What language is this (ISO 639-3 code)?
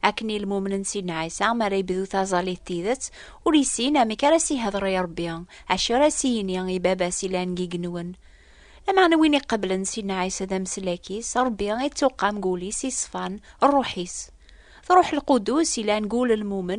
kab